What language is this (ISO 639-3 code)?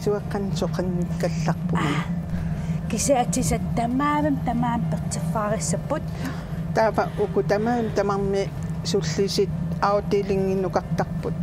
kal